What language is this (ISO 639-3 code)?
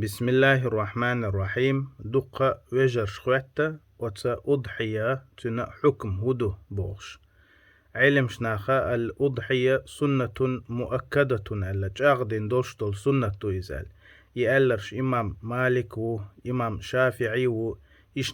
che